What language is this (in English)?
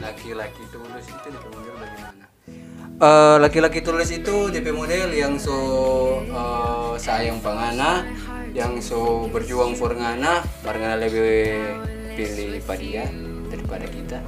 Manado Malay